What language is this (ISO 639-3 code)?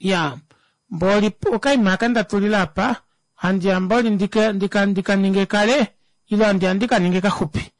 kua